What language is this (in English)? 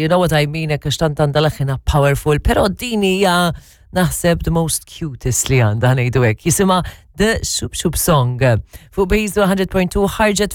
Maltese